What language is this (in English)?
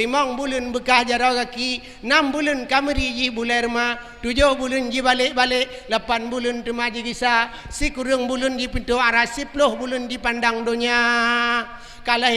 Achinese